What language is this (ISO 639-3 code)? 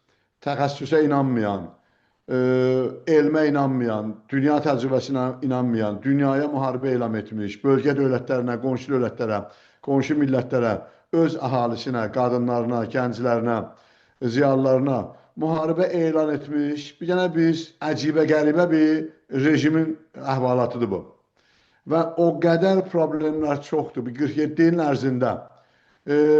azb